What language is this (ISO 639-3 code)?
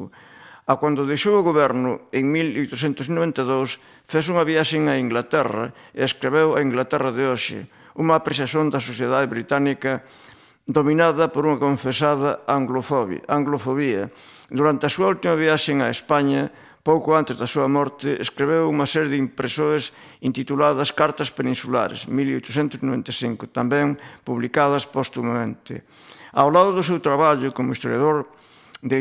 glg